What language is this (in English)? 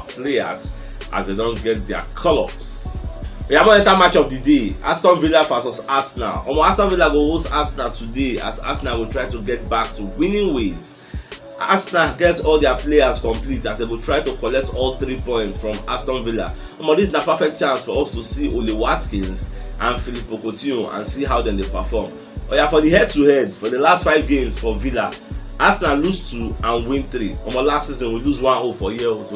Nigerian Pidgin